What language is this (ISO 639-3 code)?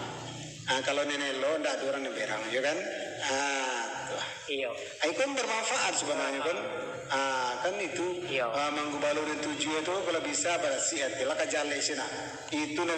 min